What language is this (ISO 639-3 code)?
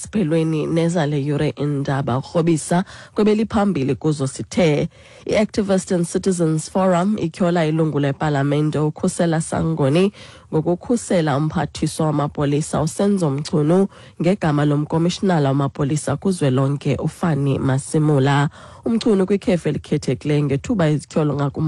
xho